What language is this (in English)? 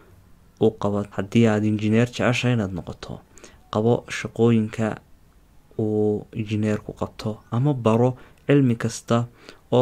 Somali